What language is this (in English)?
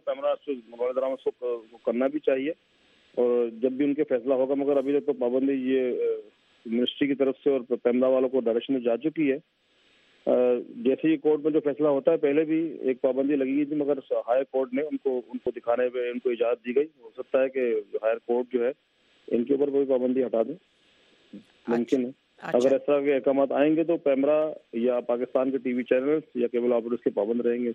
Urdu